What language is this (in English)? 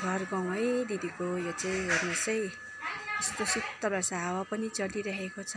Nepali